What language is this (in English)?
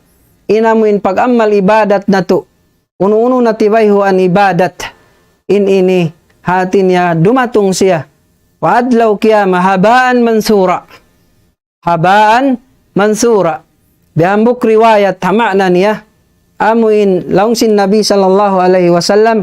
Tausug